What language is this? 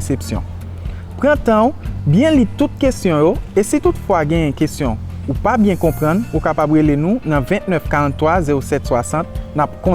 Haitian Creole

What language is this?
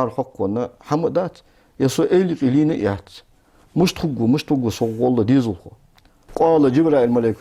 Ingush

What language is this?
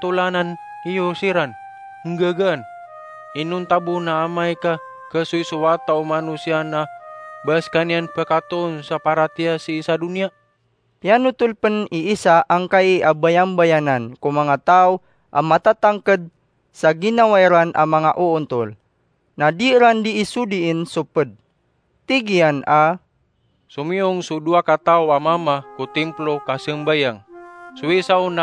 Maranao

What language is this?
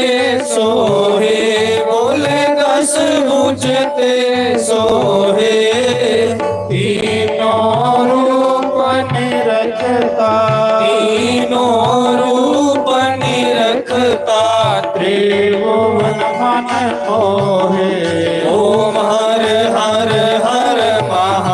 Dogri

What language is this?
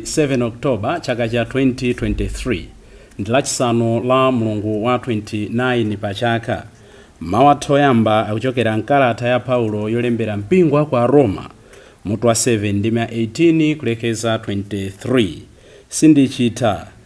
Nyanja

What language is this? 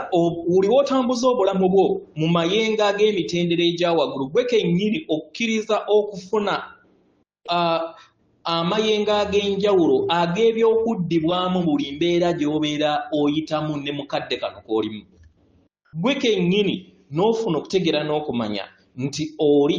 Ganda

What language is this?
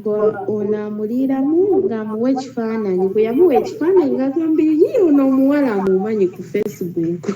Ganda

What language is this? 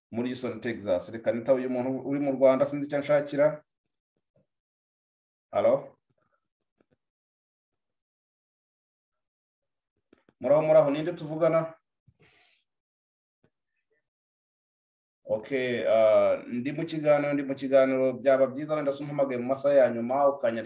Kinyarwanda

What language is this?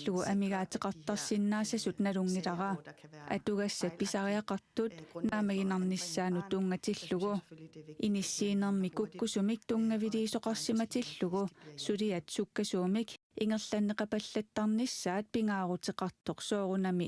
Kalaallisut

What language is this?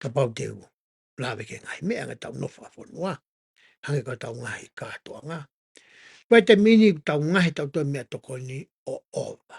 Tongan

